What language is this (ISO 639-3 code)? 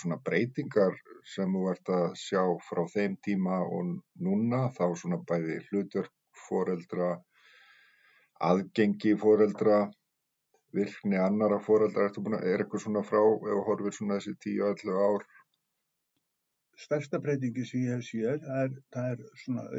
isl